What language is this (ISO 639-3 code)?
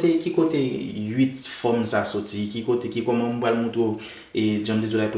hat